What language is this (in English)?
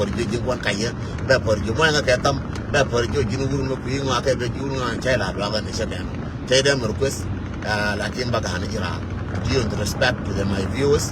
Nuer